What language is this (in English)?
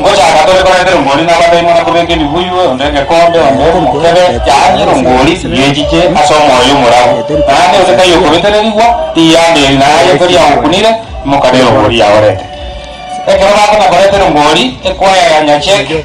Gusii